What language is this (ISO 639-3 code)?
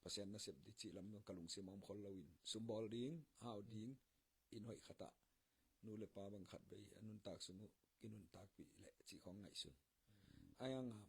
ctd